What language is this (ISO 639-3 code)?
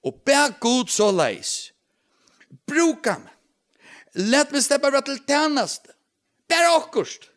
fao